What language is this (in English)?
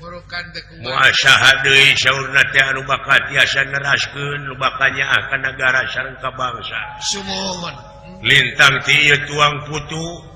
Sundanese